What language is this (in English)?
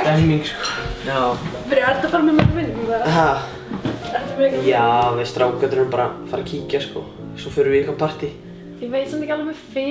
Icelandic